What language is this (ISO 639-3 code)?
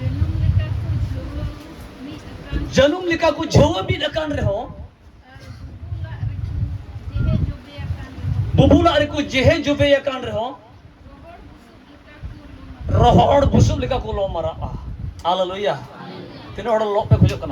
sat